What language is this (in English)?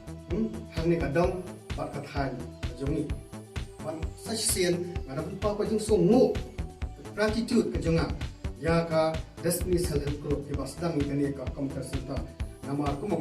Khasi